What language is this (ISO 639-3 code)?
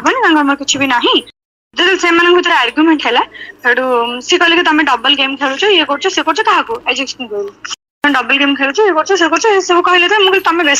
ori